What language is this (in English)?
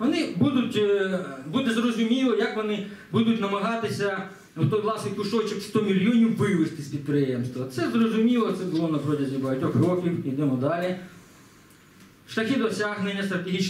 Ukrainian